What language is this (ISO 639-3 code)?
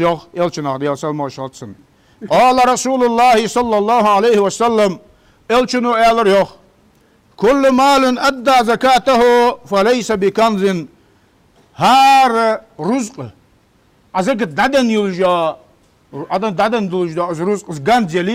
inh